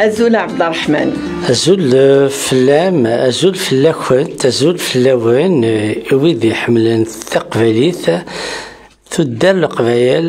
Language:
Kabyle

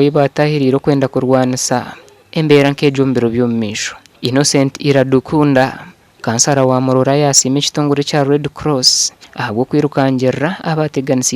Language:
Nyankole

